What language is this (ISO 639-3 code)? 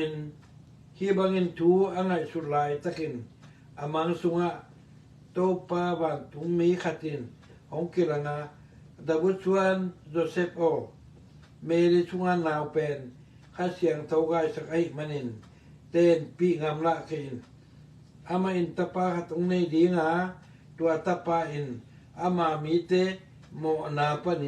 ctd